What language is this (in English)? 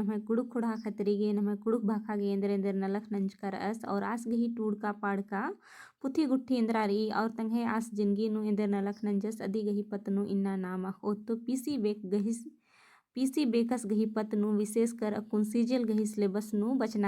Kurukh